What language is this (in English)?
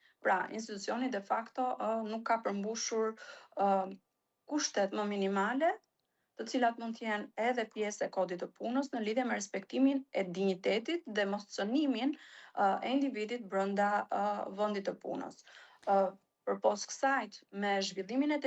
Albanian